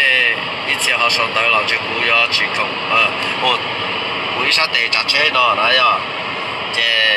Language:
Hmong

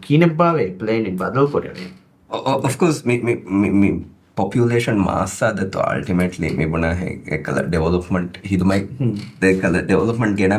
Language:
Divehi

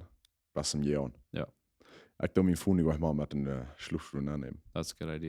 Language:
Plautdietsch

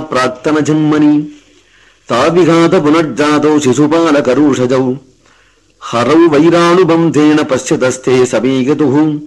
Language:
Sanskrit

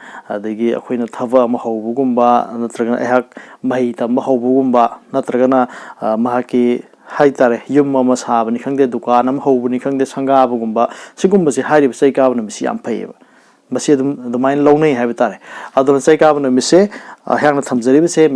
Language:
Manipuri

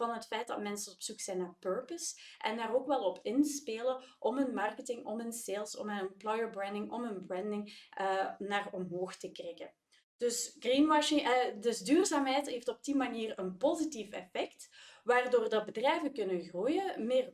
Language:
Dutch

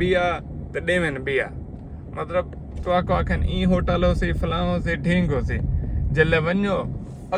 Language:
Saraiki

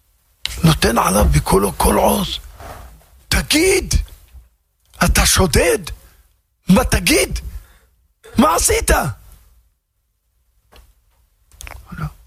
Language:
Hebrew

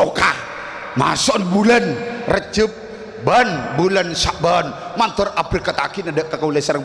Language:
Madurese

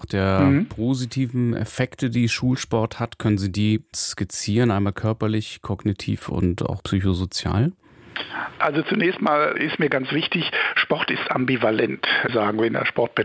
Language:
German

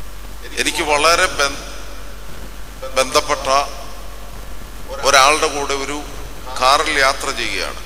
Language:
Malayalam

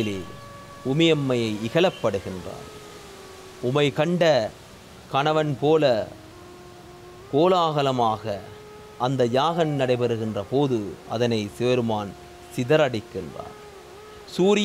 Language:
Tamil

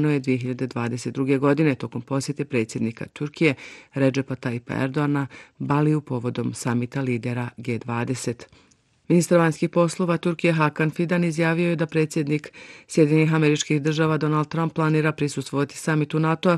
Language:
Bosnian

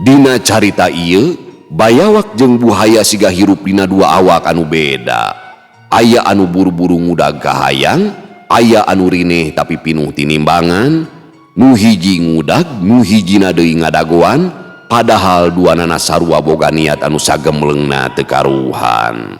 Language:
Sundanese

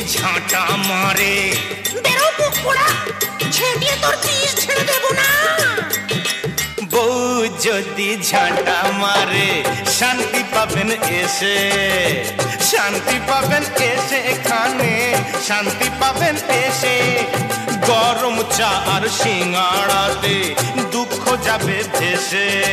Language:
Bangla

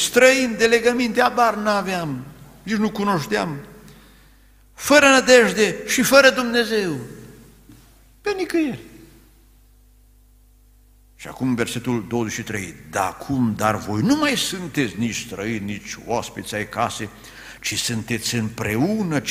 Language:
Romanian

